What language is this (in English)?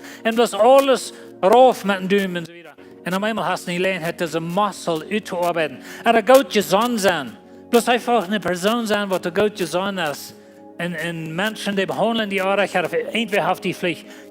Plautdietsch